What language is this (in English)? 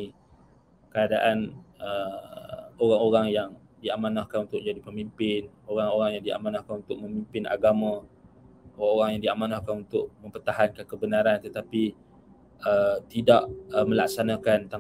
Malay